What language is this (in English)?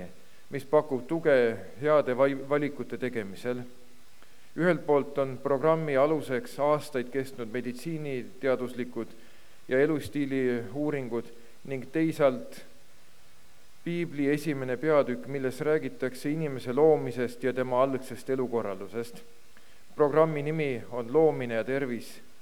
Estonian